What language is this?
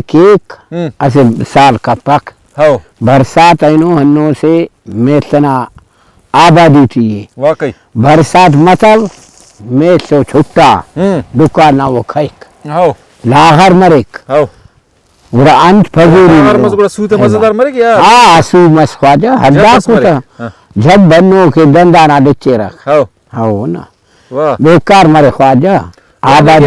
Brahui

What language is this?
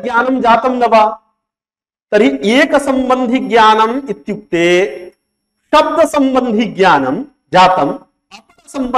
Sanskrit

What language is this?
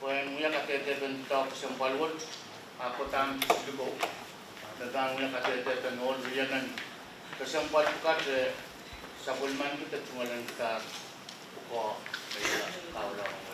Pohnpeian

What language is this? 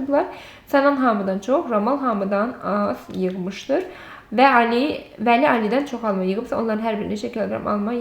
Azerbaijani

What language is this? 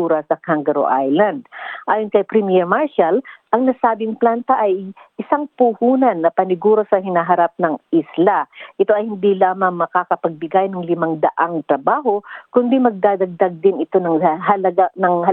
Filipino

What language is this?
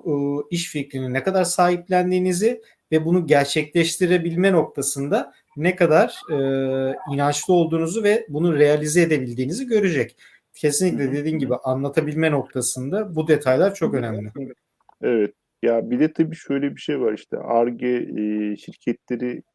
Turkish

